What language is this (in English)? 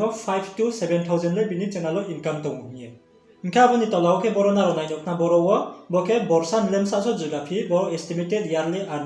Riang (India)